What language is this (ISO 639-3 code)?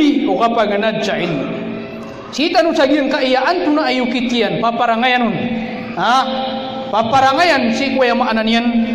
mrw